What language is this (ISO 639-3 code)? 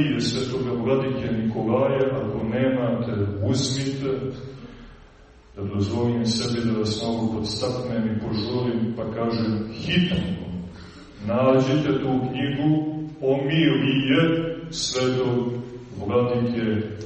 srp